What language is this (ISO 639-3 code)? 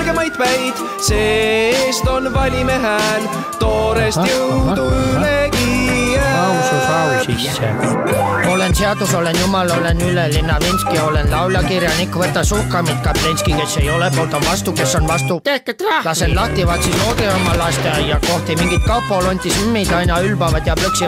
est